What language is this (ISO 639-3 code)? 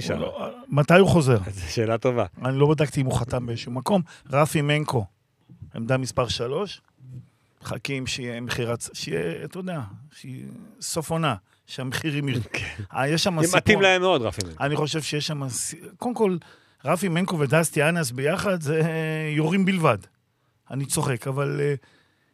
heb